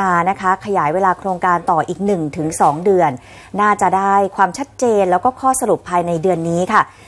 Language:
Thai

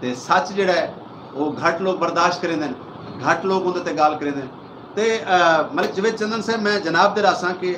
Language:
Saraiki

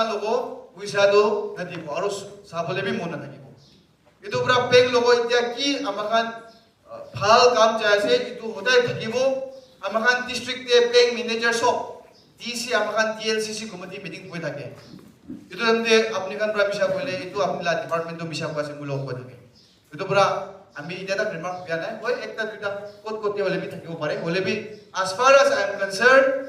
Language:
Naga Pidgin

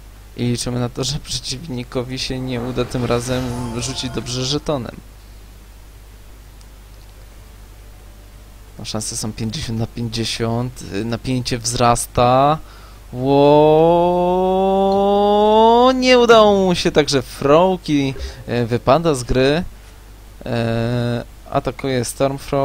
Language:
Polish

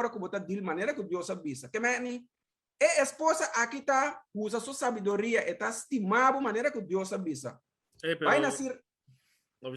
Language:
Papiamento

